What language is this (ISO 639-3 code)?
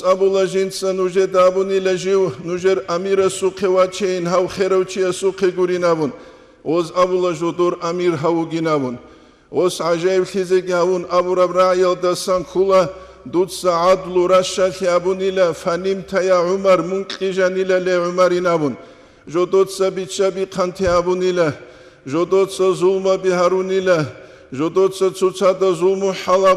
ava